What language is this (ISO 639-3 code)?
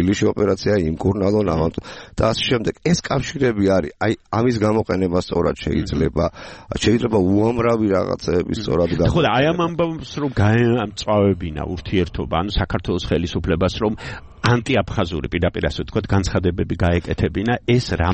kat